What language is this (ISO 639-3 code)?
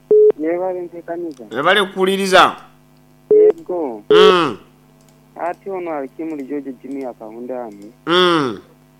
nyo